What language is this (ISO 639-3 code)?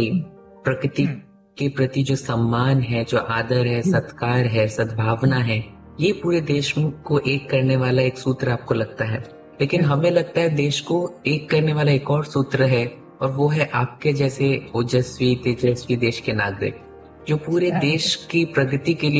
hin